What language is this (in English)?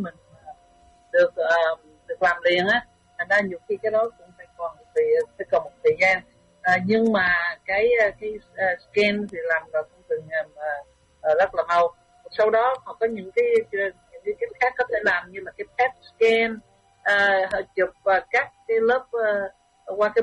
Vietnamese